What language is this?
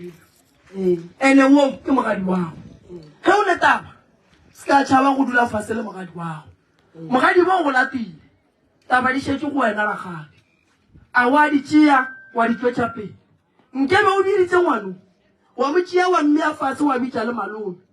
Northern Sotho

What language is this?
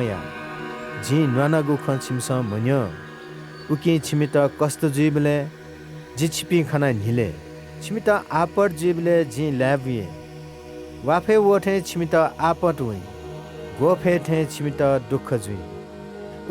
Newari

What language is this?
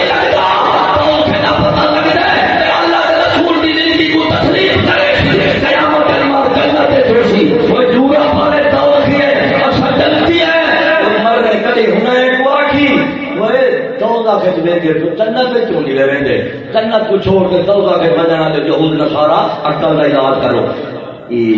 Saraiki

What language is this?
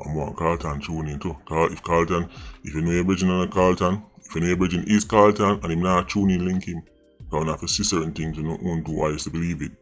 Jamaican Creole English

